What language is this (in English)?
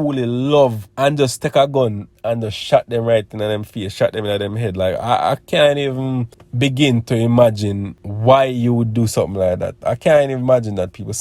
Jamaican Creole English